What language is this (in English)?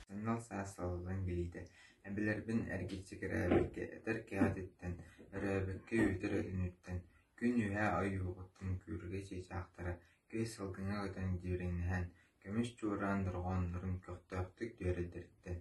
Yakut